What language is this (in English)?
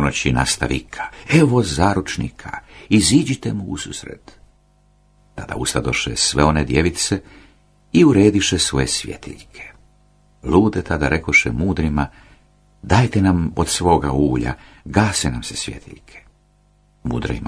Croatian